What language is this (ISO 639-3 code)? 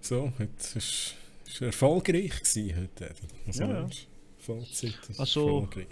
gsw